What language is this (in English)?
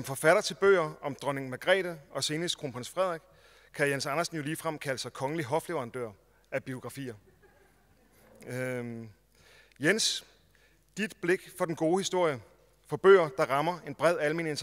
Danish